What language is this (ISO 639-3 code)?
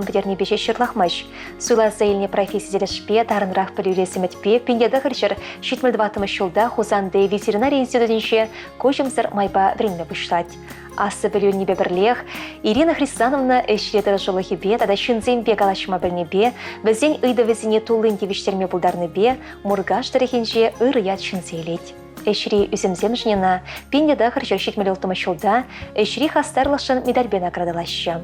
chv